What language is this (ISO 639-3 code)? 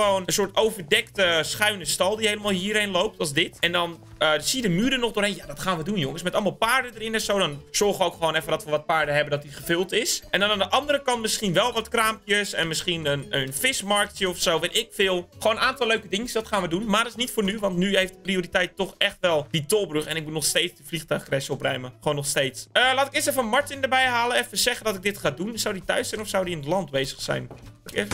nld